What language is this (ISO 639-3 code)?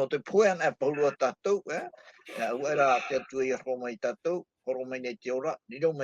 tah